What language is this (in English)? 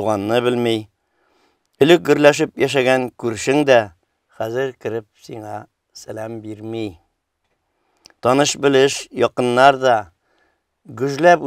Tatar